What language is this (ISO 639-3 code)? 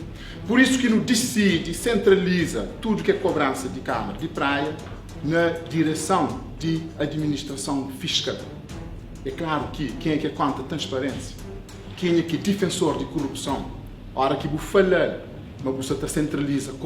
kea